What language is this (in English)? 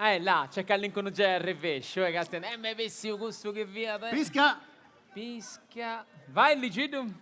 Sardinian